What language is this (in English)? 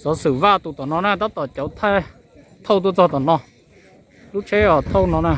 Hmong